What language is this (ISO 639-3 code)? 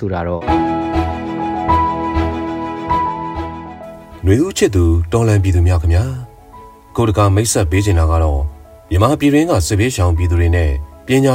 mya